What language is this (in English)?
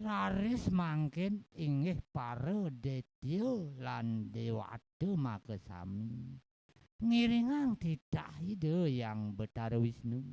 Balinese